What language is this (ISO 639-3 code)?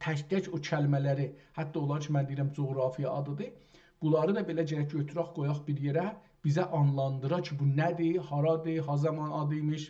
azb